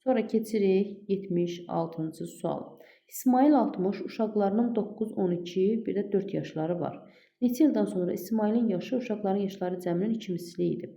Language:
Azerbaijani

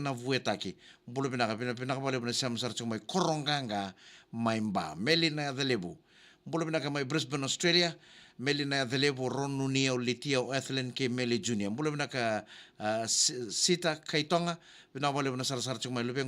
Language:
Fijian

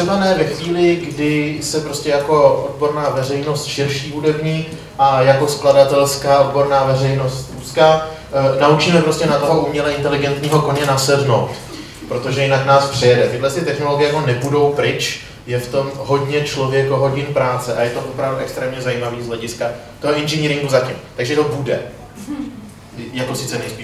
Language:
Czech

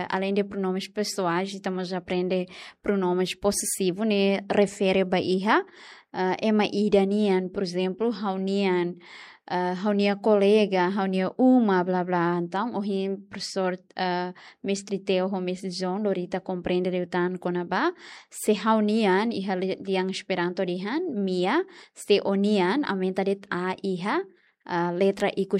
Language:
Tetum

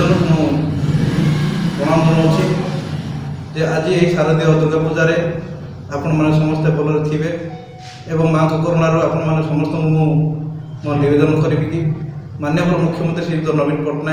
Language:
Odia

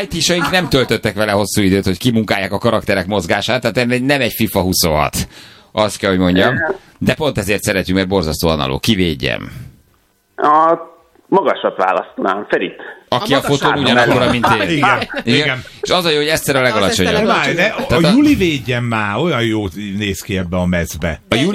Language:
Hungarian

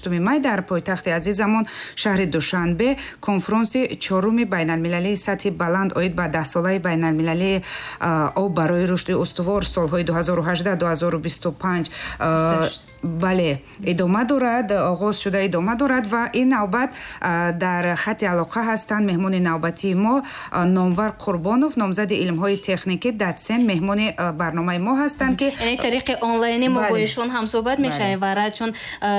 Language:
Tajik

